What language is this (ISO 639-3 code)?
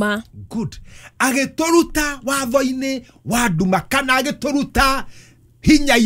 kik